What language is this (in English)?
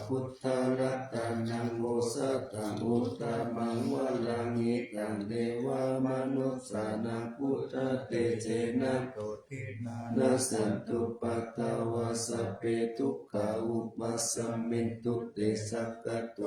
Pali